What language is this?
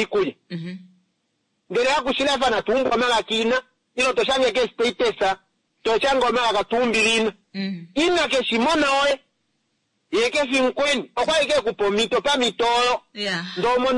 Kuanyama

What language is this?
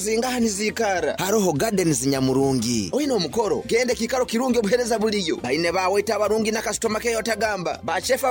Nyoro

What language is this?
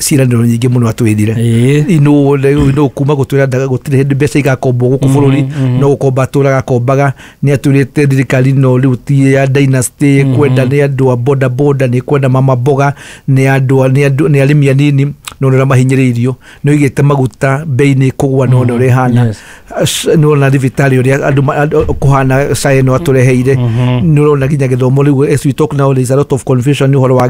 Kikuyu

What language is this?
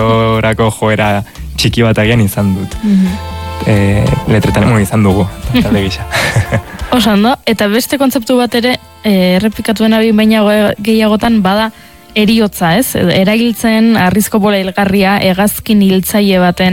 Basque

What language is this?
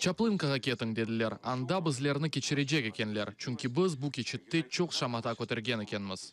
Crimean Tatar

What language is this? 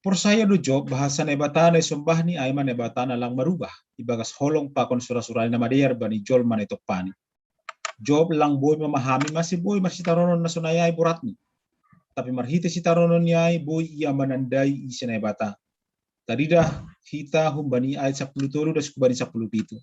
Batak Simalungun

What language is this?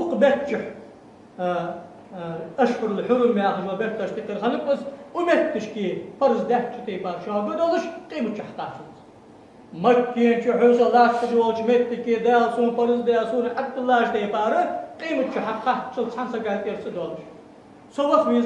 Ingush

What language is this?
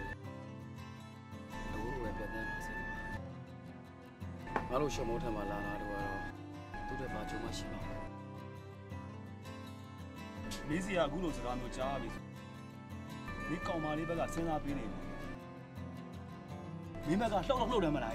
Burmese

